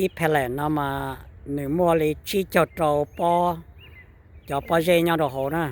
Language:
Hmong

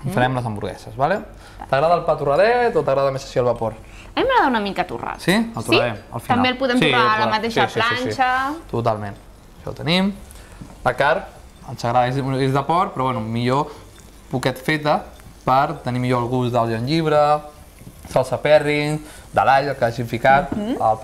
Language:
Catalan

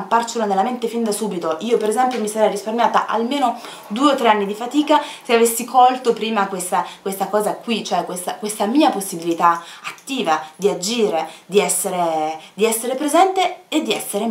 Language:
Italian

